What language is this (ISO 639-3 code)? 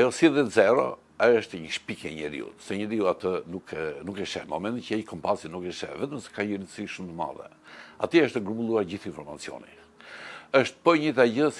sqi